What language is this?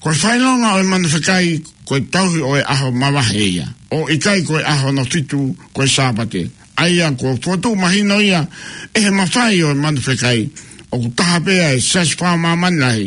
Tongan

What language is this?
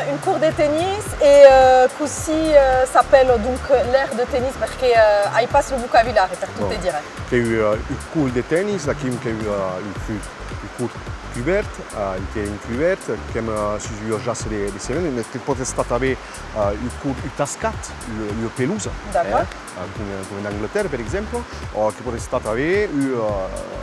Occitan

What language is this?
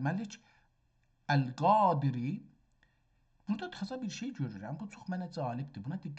South Azerbaijani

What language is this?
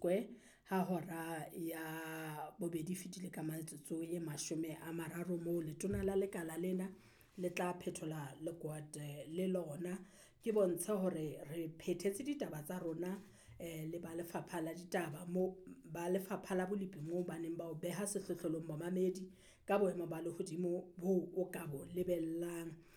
Southern Sotho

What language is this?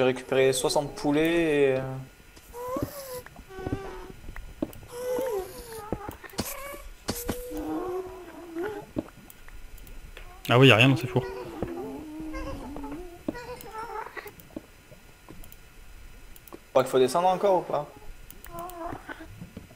French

